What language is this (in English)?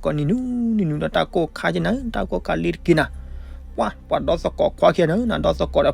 S'gaw Karen